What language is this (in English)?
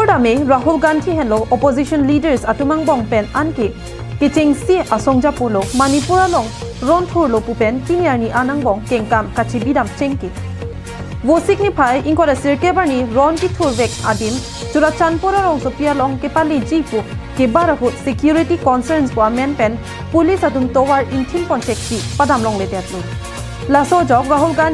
Karbi